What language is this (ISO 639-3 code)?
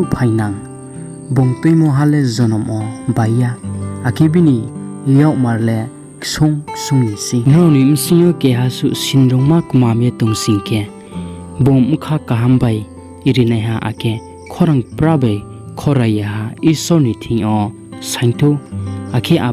ria